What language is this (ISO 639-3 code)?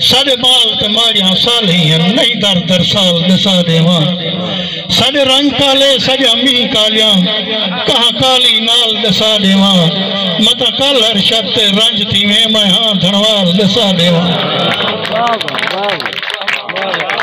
skr